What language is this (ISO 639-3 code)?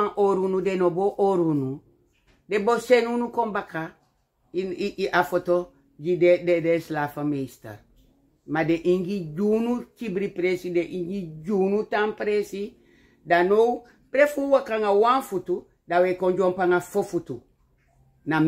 srn